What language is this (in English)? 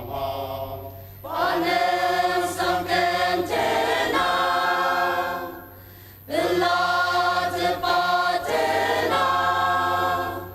Ao Naga